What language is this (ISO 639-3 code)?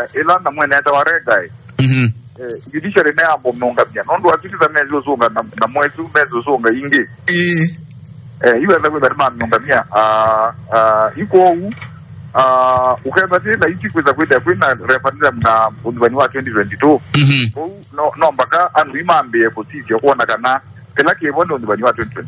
kam